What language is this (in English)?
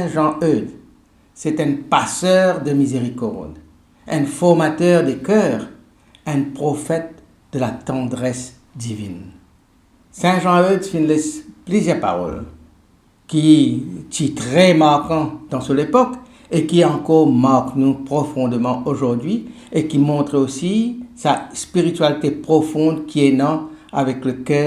Morisyen